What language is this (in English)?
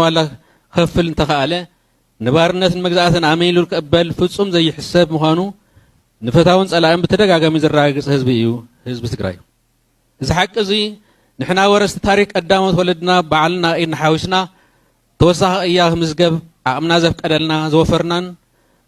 Tigrinya